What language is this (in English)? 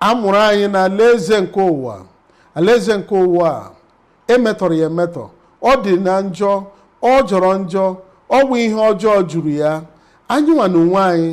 Igbo